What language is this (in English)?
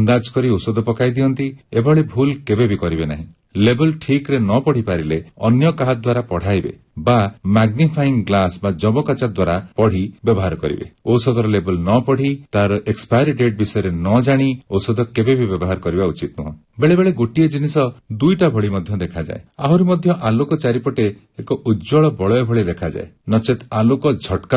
Odia